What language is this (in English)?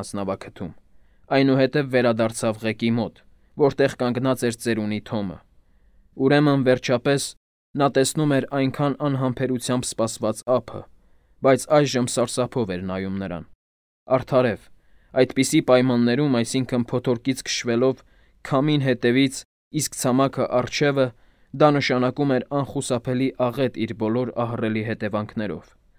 Armenian